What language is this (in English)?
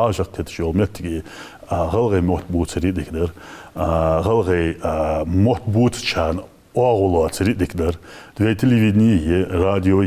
Ingush